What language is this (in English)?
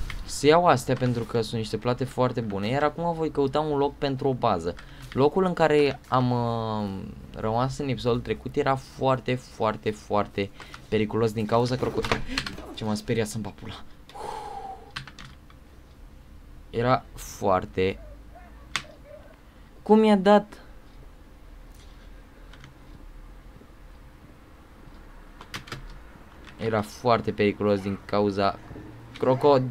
Romanian